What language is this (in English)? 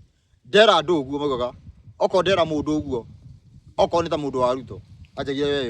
Kikuyu